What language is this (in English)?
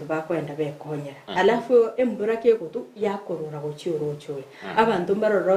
Gusii